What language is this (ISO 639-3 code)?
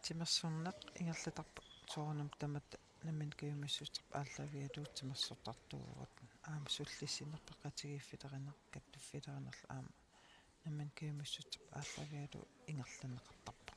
kal